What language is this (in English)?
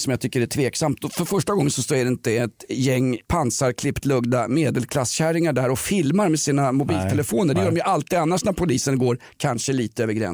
Swedish